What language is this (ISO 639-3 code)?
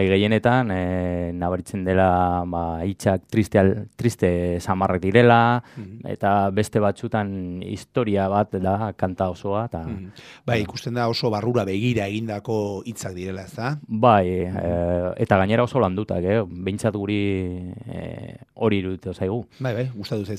eus